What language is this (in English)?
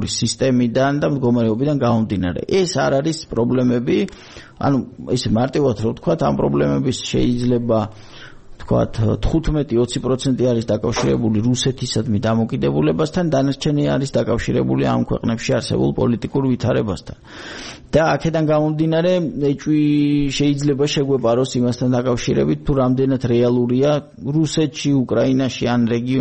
Georgian